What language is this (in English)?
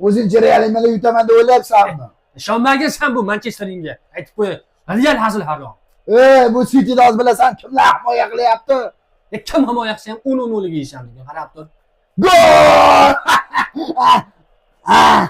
Uzbek